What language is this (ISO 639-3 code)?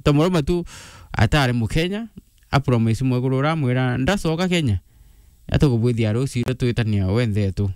mer